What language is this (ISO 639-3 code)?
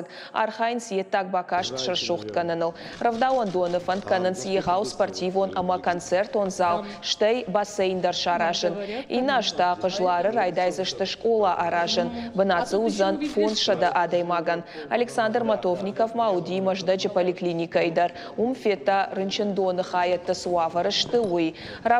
oss